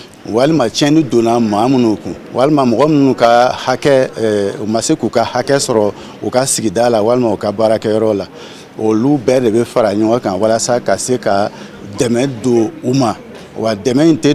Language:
Bambara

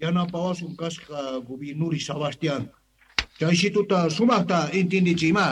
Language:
Quechua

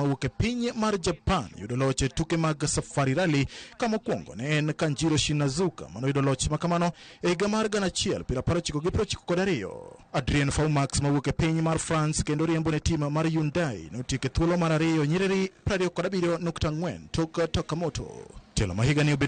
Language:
Luo (Kenya and Tanzania)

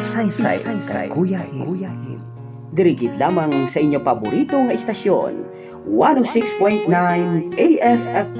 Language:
Hiligaynon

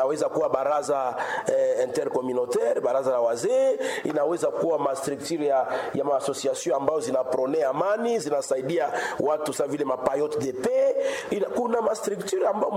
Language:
Swahili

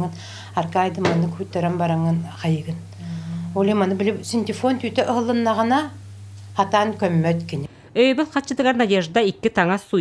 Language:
Yakut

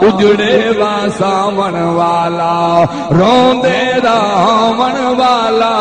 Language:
Saraiki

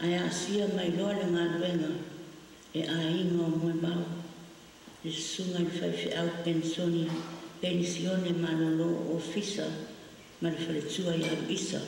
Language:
Samoan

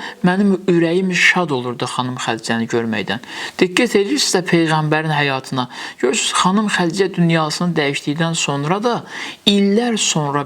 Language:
Azerbaijani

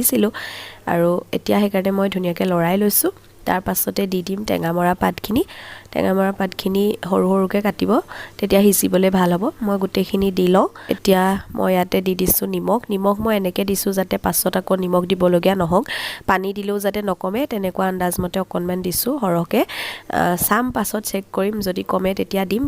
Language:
Assamese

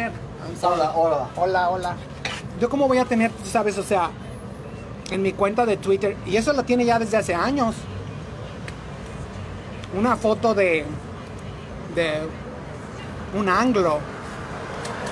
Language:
Spanish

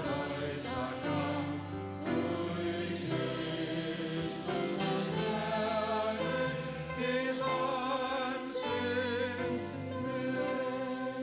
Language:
Faroese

